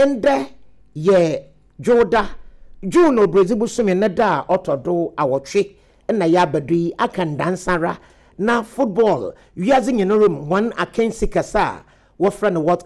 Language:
Akan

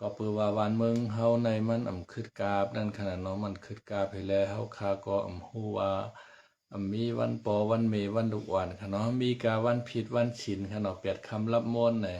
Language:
Shan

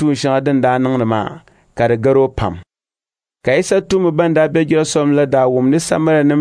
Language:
Dagbani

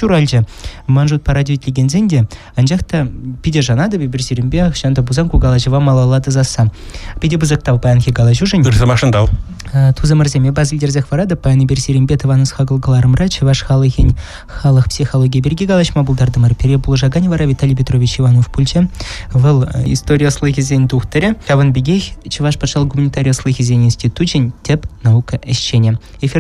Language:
Chuvash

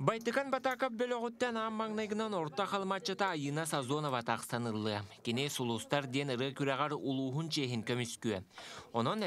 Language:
Yakut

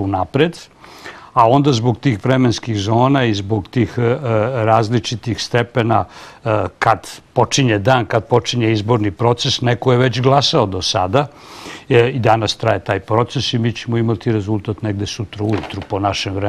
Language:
Serbian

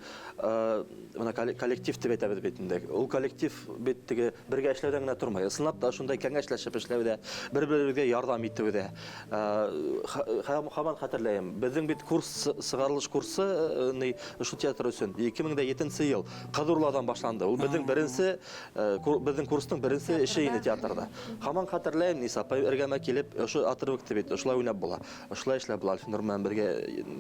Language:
Bashkir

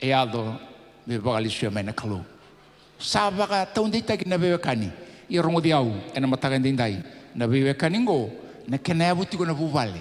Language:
Fijian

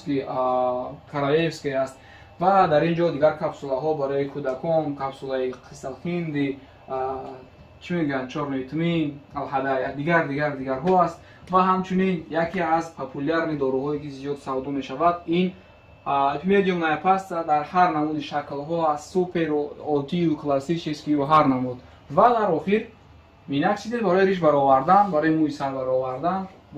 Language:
Tajik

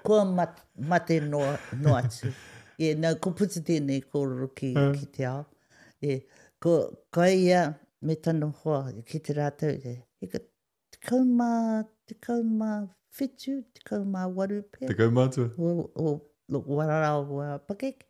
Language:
Māori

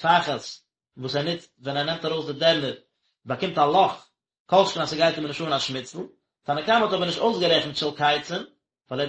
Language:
Yiddish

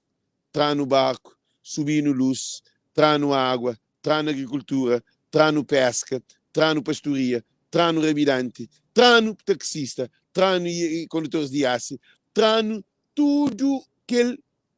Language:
Kabuverdianu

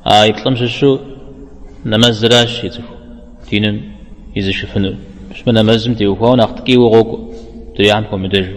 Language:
Kabardian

